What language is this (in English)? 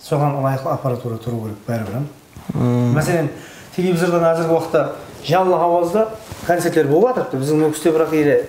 Kara-Kalpak